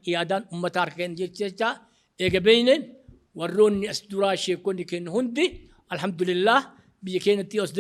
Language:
Oromo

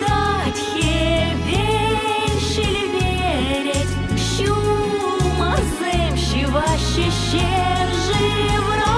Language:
Chuvash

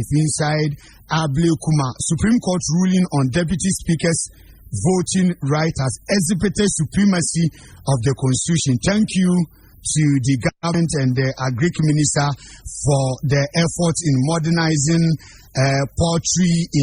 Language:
Akan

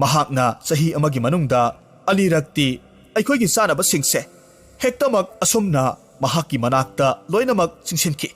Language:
Manipuri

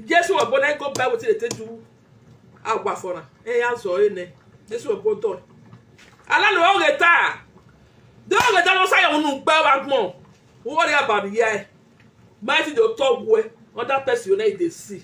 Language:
Nigerian Pidgin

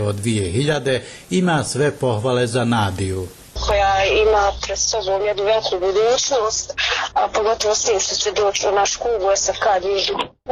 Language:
Bosnian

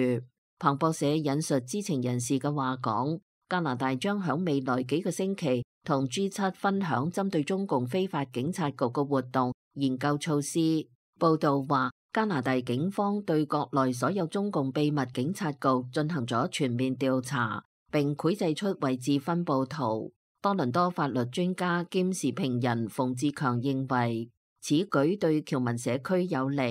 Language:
Cantonese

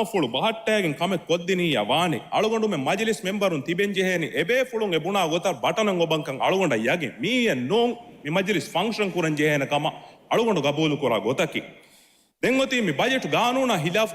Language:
Divehi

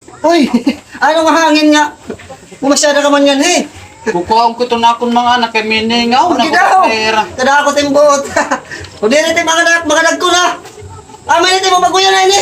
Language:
Waray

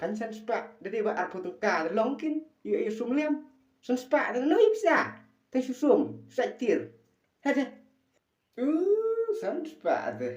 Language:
Khasi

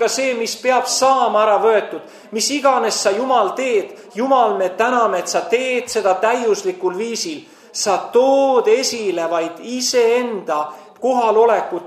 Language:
Estonian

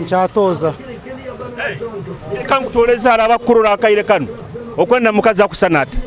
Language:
Nyoro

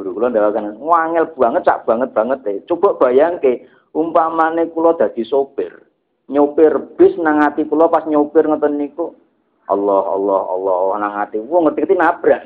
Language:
Javanese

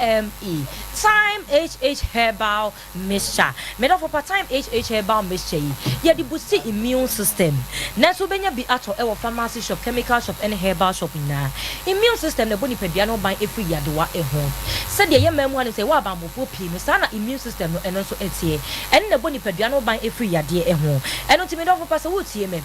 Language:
Akan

